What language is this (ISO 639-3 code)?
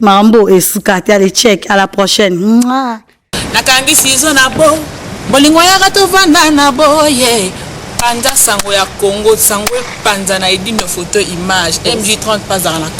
lin